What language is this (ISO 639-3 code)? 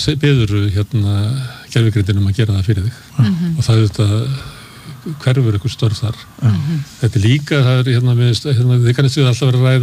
isl